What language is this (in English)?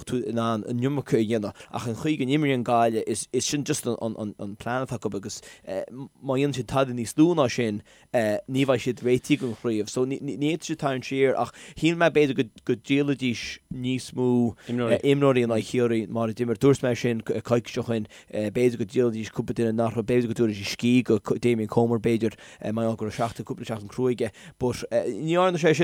Irish